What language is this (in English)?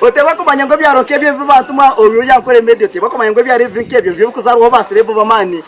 Nyankole